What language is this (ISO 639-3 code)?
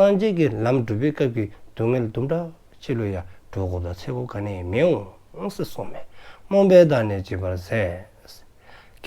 dzo